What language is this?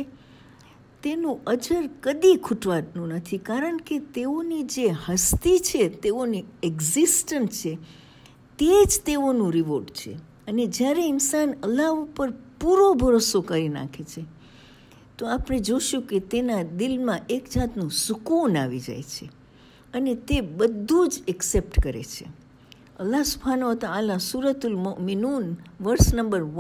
Gujarati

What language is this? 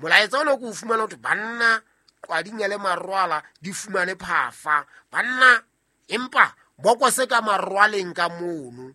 Southern Sotho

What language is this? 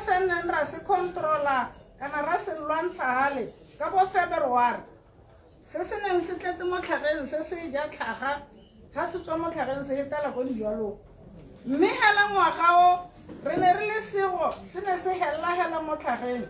Tswana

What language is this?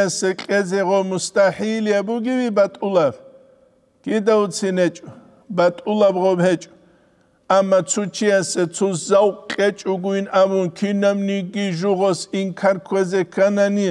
Avaric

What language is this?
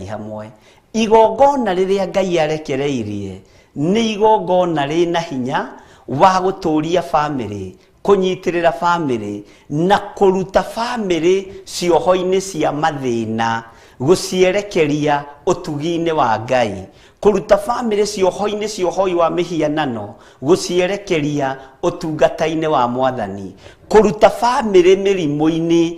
Kikuyu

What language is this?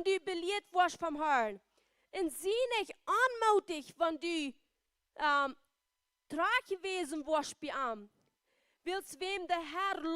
Plautdietsch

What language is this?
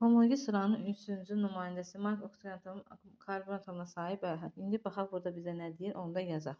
Azerbaijani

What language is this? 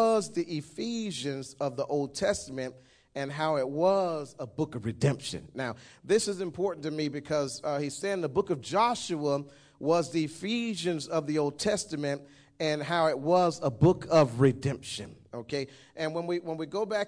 English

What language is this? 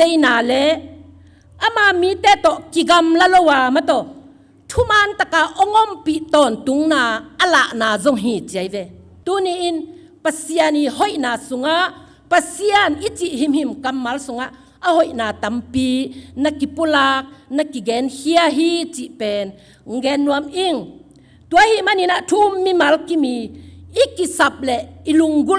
Tedim Chin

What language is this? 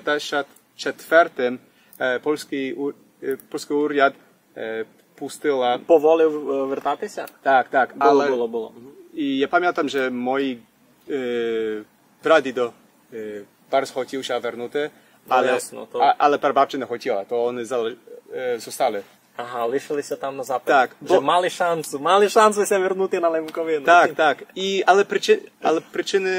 Rusyn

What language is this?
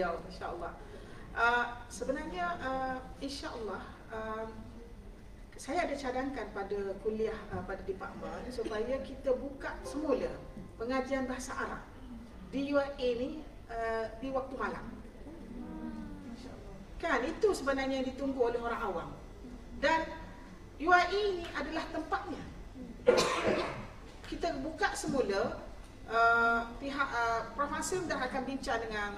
Malay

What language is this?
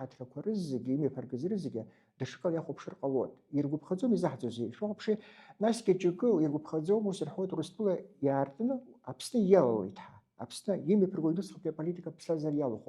Abkhazian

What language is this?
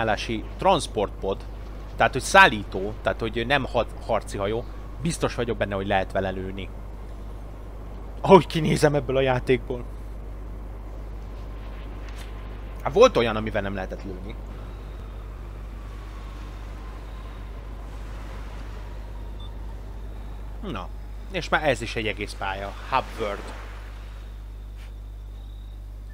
Hungarian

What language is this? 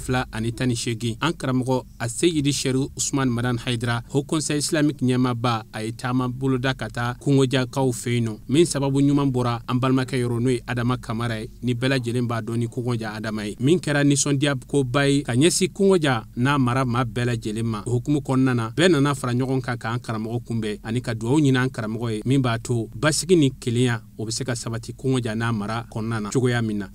Bambara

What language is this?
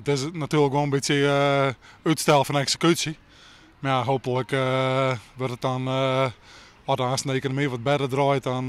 Western Frisian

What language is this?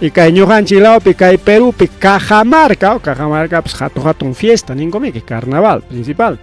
Ayacucho Quechua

